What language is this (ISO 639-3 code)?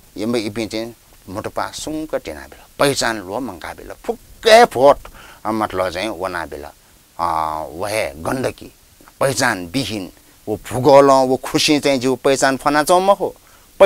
new